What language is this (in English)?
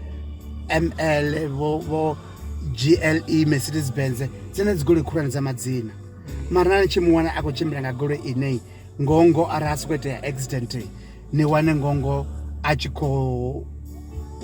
Venda